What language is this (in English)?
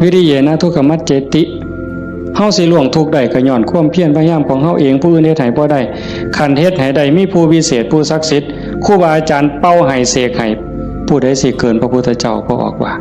Northeastern Thai